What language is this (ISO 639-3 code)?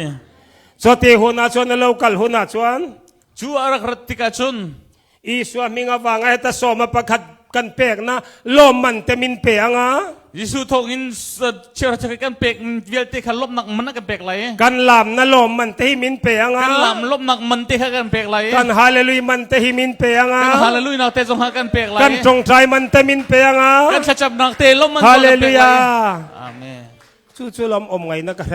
cnh